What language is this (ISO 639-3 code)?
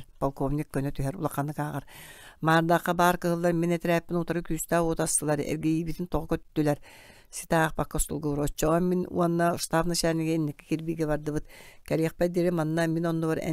sah